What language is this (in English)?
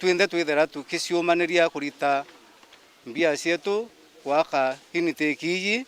Meru